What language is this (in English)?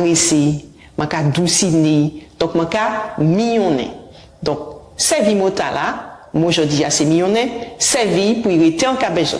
Guadeloupean Creole French